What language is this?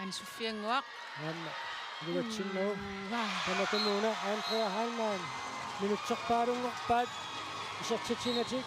Kalaallisut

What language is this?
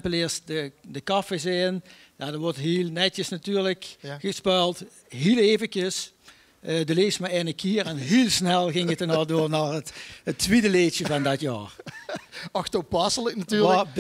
Limburgish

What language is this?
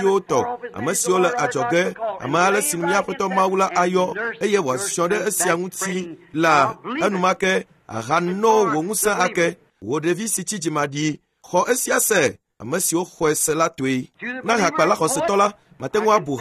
Ewe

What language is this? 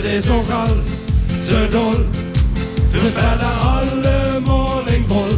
Limburgish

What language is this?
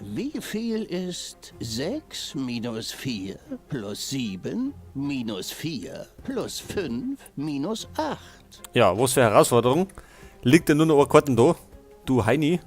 Bavarian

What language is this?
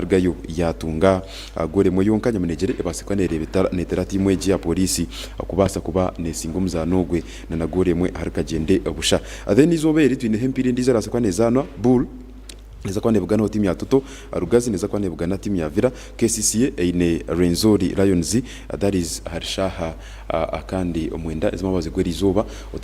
Nyankole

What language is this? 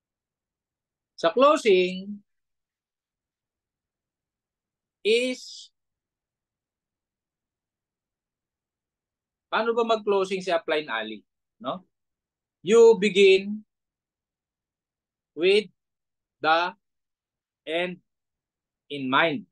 Filipino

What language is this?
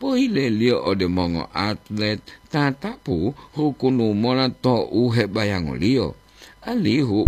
Gorontalo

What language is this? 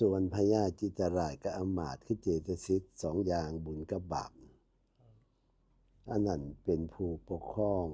Northeastern Thai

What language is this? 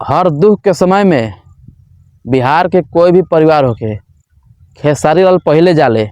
Bhojpuri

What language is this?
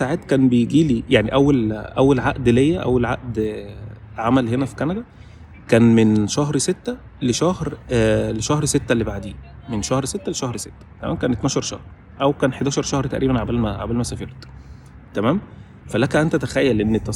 Egyptian Arabic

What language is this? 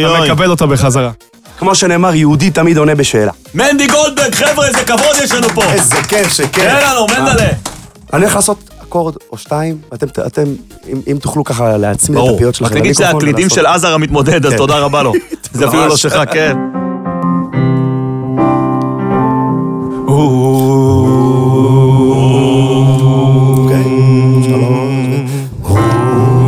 Hebrew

